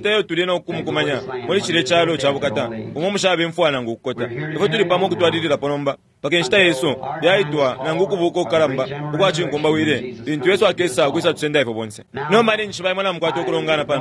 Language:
Bemba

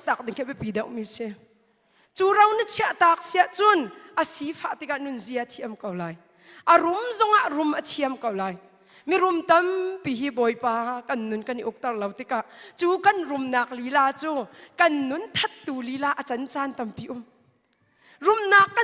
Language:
Hakha Chin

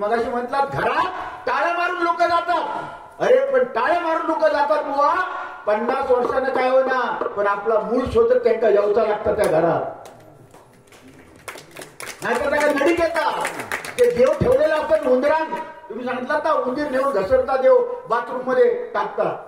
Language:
Marathi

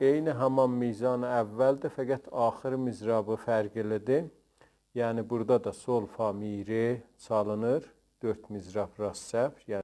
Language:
South Azerbaijani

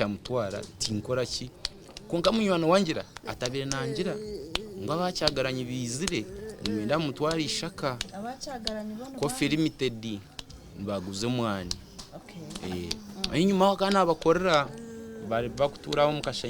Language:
Nyankole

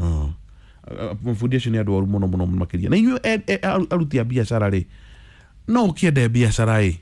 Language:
Kikuyu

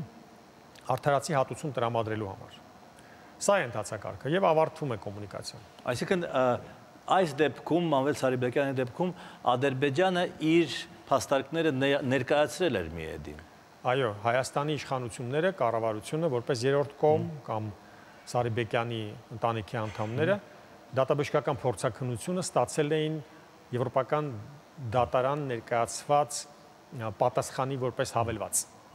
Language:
Armenian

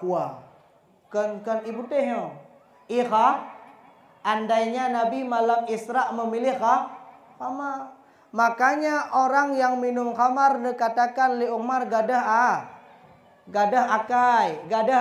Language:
Achinese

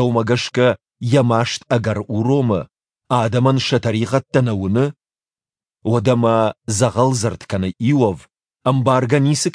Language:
Ossetic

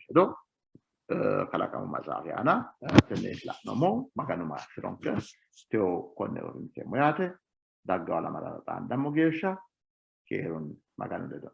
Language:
Sidamo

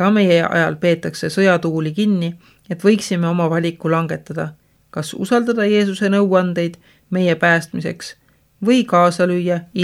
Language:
Estonian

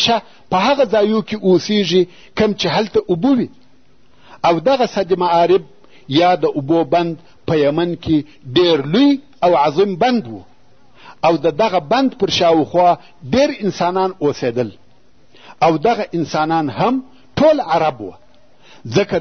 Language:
Pashto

